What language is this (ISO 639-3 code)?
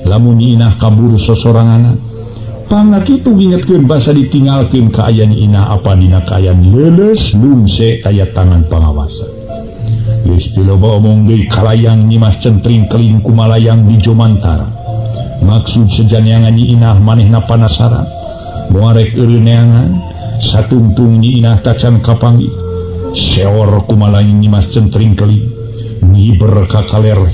sun